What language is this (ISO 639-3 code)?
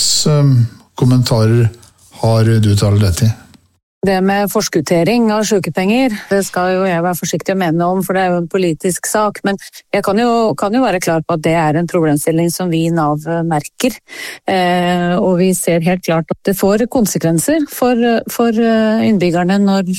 nor